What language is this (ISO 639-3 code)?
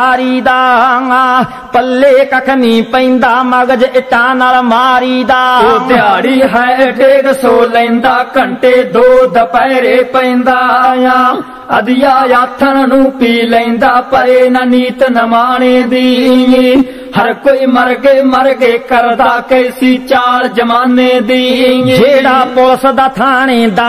pan